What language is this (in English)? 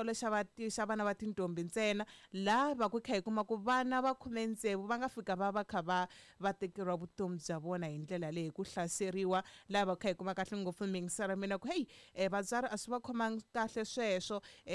Tsonga